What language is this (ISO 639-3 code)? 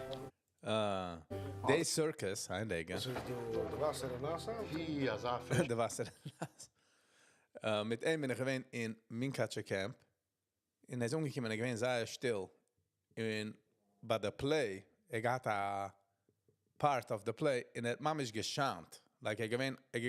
yid